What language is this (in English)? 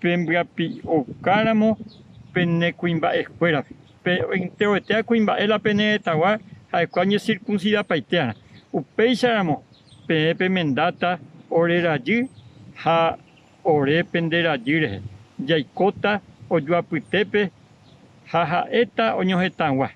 Guarani